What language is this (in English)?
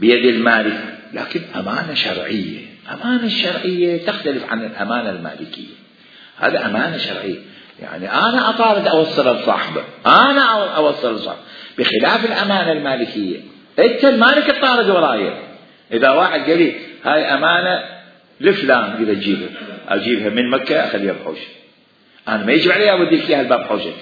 Mesopotamian Arabic